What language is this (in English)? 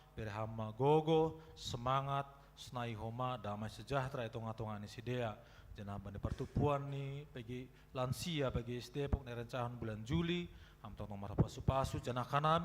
Batak Simalungun